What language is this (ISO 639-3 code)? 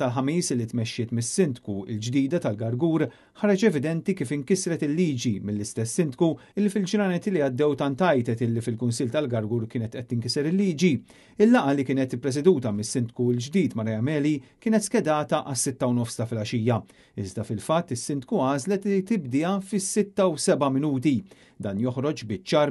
mlt